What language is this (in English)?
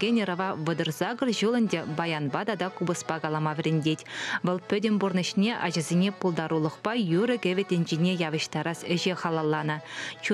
Chuvash